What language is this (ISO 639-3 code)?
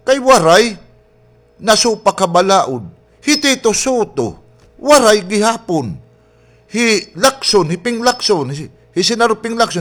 war